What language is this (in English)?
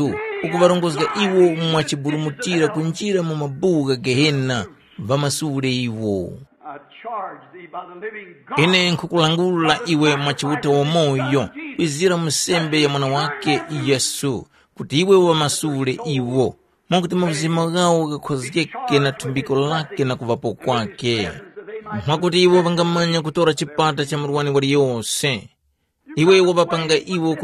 Tumbuka